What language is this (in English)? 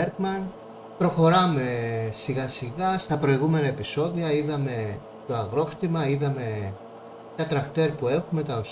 Greek